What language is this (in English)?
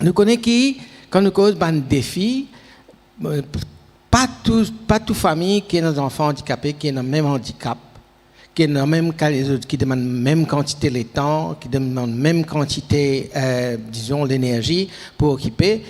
Morisyen